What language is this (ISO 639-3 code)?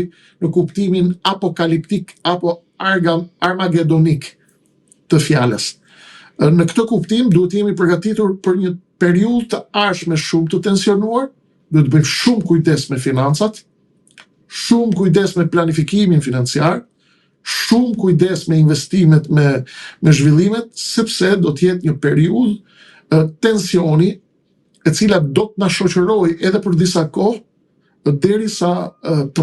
sqi